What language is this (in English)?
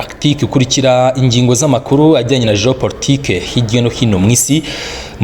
Kinyarwanda